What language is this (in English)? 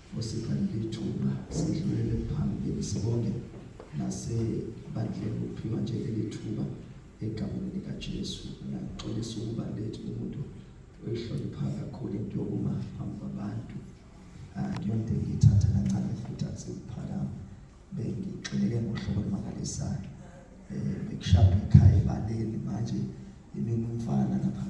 Zulu